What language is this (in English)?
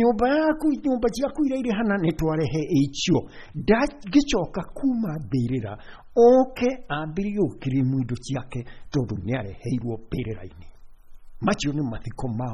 Kikuyu